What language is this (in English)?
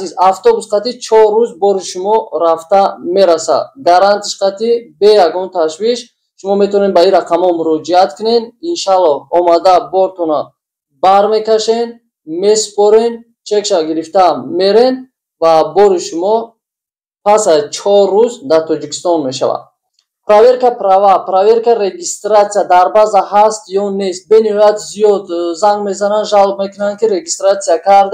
Tajik